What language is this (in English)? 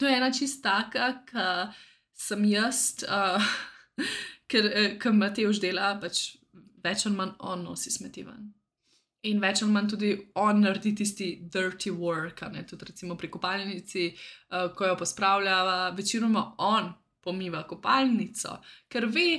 Slovenian